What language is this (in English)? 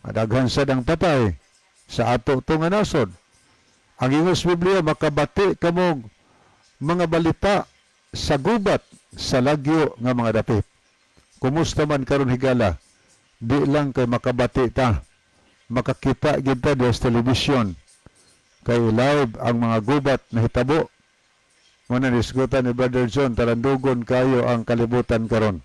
Cebuano